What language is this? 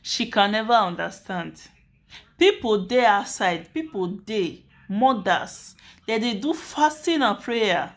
Nigerian Pidgin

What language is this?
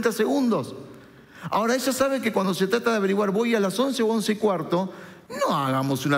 Spanish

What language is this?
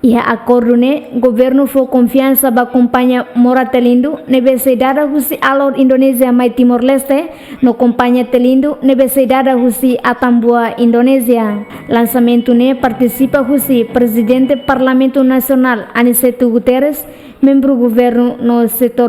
Tetum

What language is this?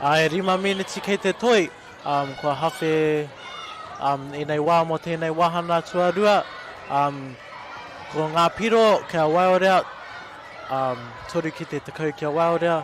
Māori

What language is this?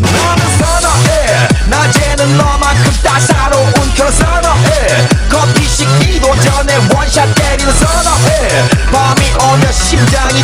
Kara-Kalpak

